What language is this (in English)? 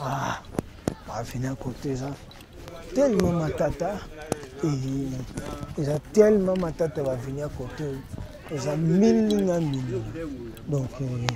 Lingala